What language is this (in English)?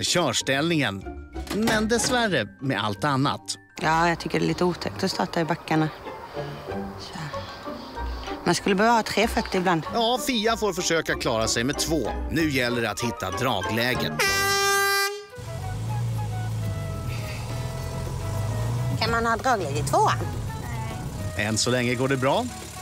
Swedish